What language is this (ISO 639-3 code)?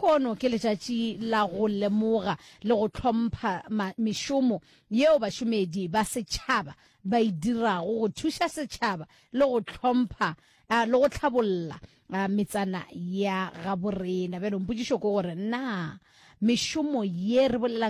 nso